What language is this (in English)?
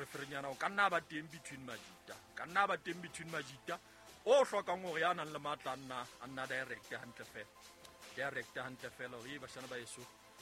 Southern Sotho